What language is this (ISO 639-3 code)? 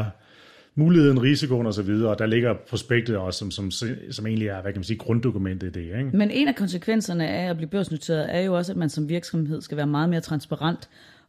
dan